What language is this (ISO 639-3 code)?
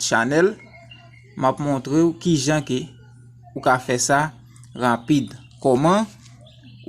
hat